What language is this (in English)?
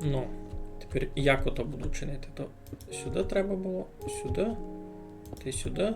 Rusyn